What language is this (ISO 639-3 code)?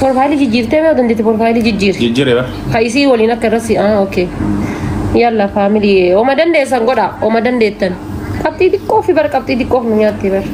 orm